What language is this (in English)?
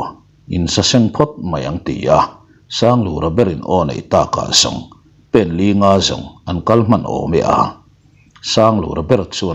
Mizo